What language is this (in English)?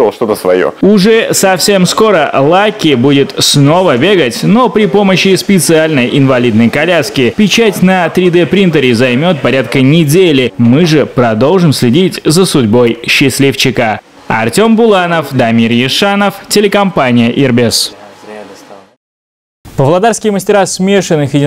Russian